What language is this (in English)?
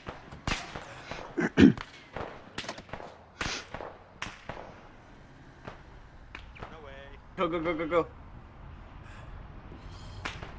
Finnish